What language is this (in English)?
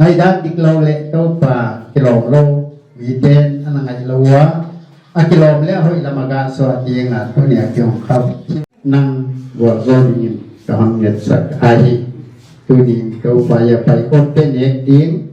Paite Chin